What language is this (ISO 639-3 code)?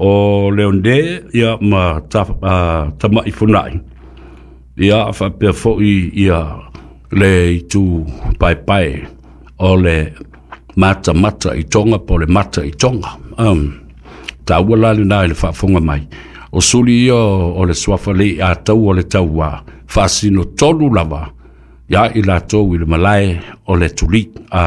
smo